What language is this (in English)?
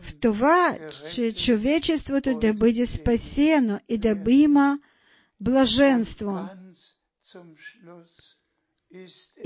Bulgarian